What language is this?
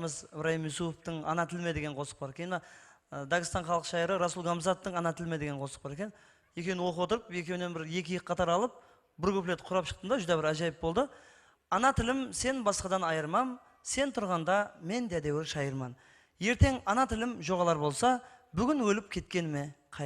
Kara-Kalpak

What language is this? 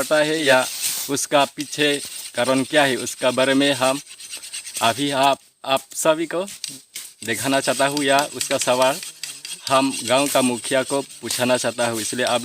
Karbi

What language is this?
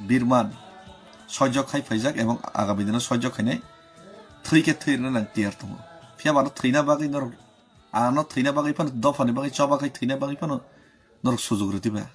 Kok Borok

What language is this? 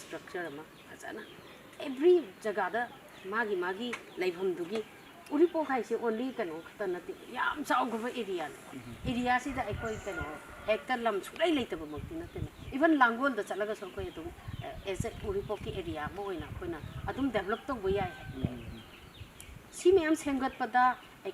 Manipuri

